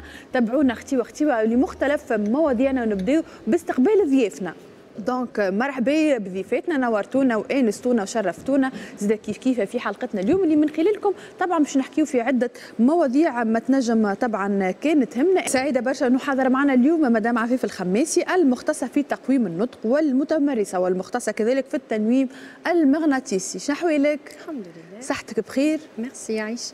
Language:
Tunisian Arabic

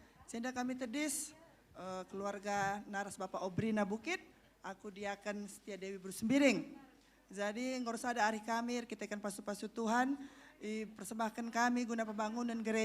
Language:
Batak Karo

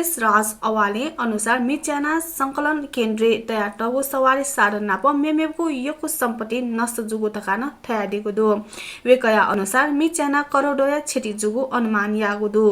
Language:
Newari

